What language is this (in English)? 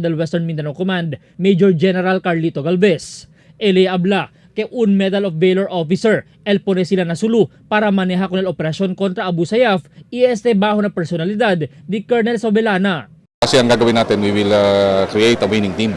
Chavacano